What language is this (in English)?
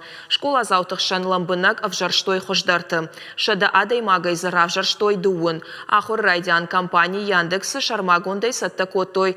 Ossetic